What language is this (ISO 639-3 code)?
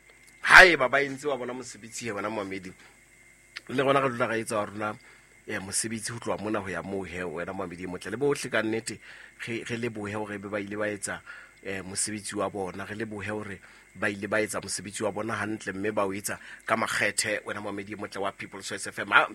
sot